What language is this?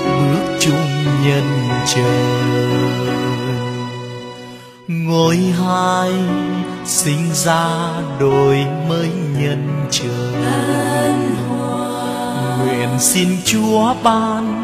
Vietnamese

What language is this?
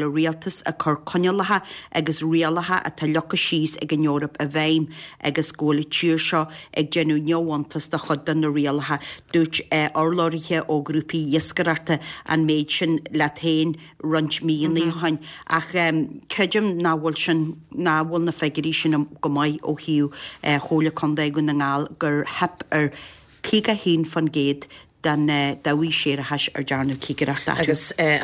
Irish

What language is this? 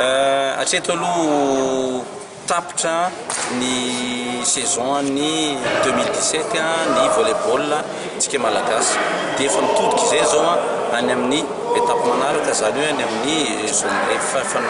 Malagasy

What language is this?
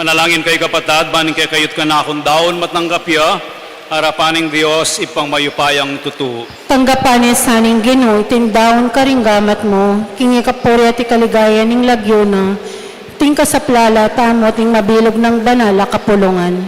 Pampanga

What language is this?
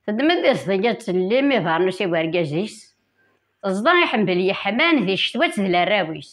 Kabyle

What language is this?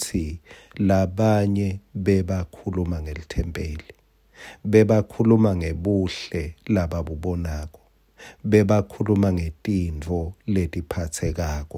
Swati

